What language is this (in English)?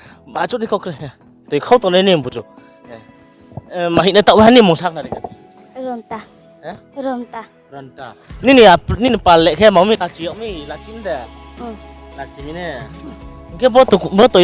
Riang (India)